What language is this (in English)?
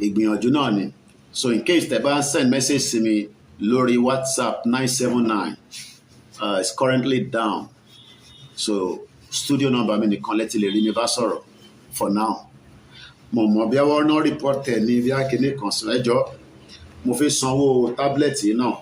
Yoruba